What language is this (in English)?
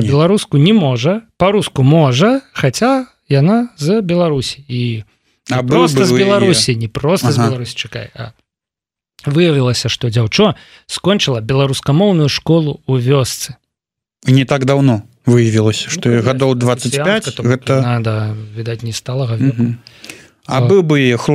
Belarusian